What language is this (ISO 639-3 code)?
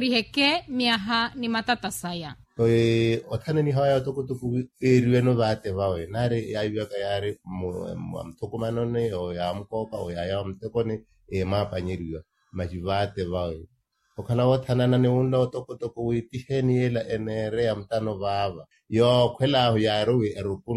vmw